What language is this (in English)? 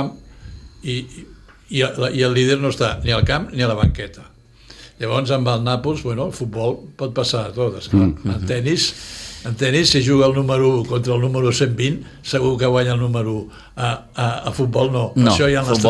Catalan